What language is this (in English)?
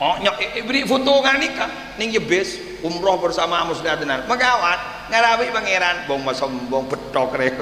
Madurese